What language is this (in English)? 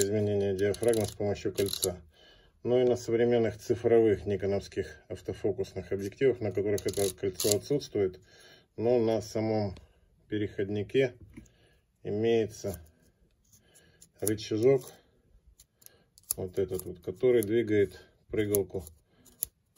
Russian